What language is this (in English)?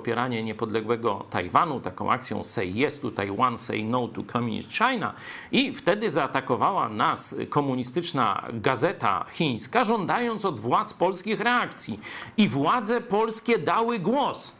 Polish